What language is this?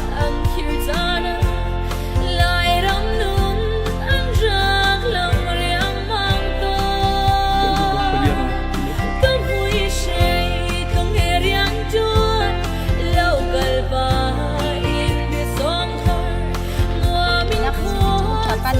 Hakha Chin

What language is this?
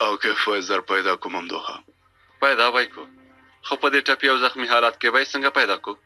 Pashto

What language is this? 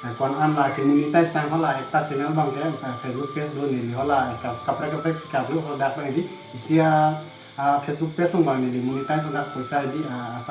Karbi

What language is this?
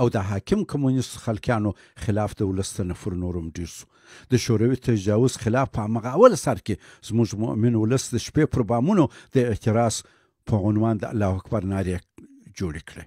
Pashto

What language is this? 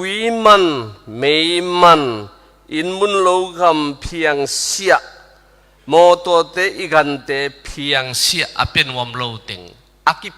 Tedim Chin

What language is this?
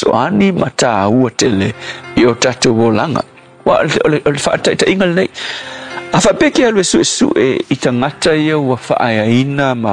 Samoan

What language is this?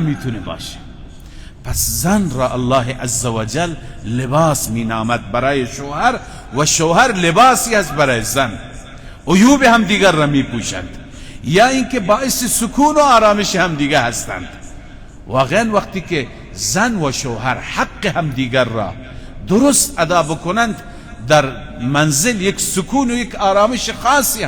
Persian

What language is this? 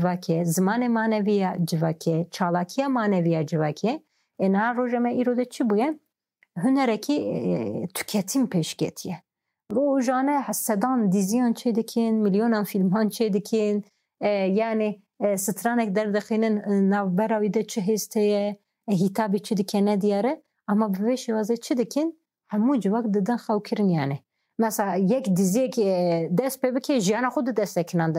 Kurdish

